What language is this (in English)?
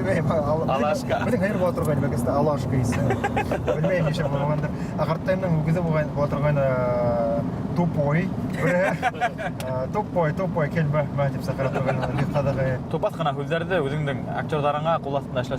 Bashkir